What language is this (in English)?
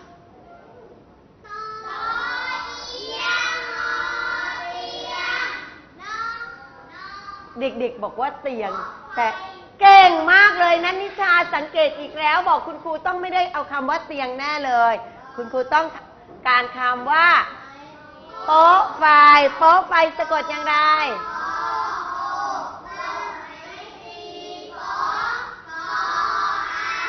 Thai